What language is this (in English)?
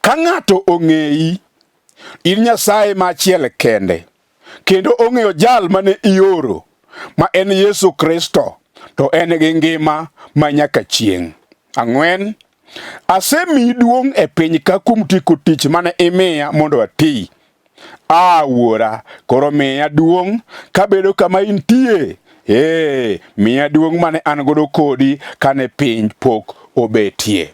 Luo (Kenya and Tanzania)